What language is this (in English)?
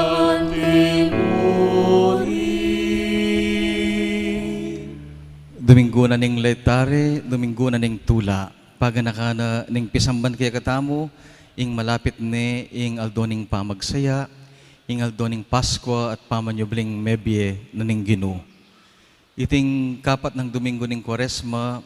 Pampanga